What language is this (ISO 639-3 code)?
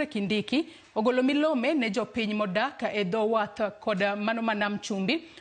luo